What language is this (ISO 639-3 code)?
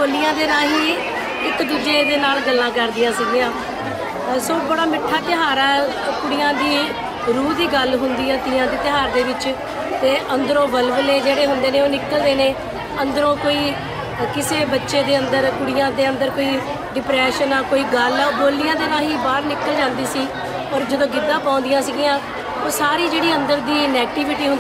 pan